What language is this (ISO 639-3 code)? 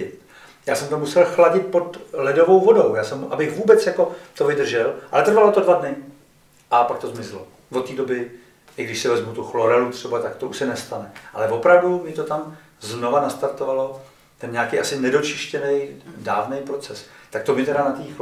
ces